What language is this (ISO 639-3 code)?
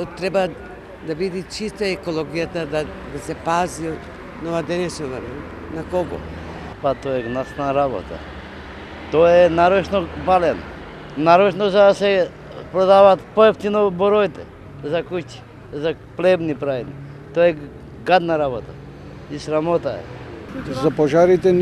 mkd